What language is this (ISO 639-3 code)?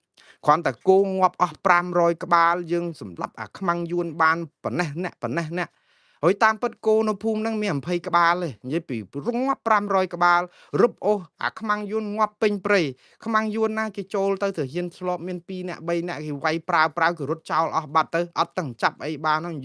khm